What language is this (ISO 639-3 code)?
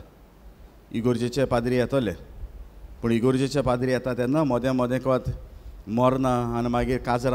kok